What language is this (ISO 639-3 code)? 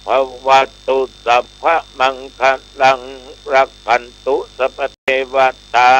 pli